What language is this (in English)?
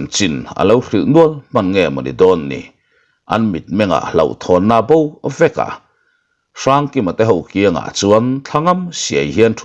Mizo